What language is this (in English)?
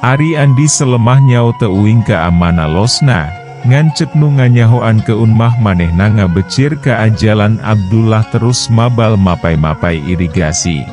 Sundanese